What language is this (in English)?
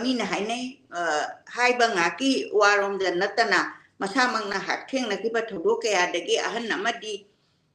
Manipuri